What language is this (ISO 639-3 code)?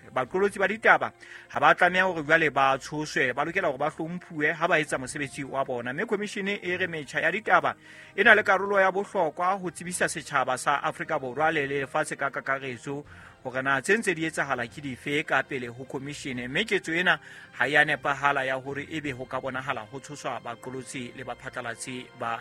sot